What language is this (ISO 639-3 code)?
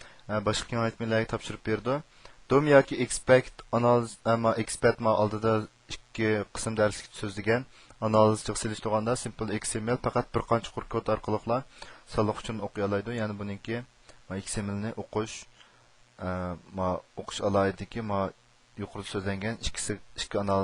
uig